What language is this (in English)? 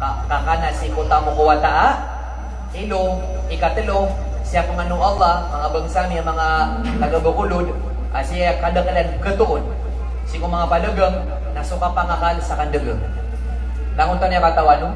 Maranao